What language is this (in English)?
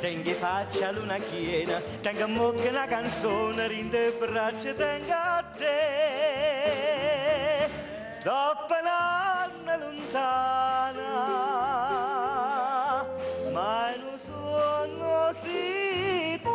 Neapolitan